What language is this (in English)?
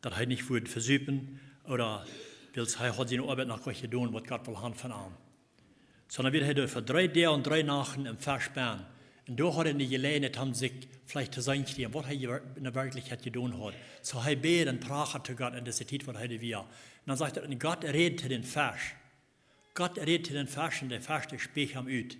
Plautdietsch